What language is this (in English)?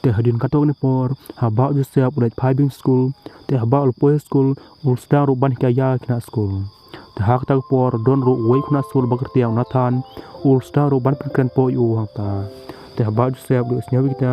Khasi